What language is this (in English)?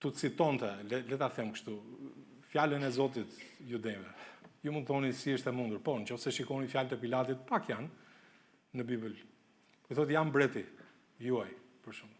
Albanian